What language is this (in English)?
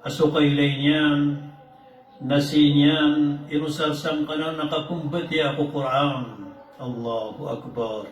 Maranao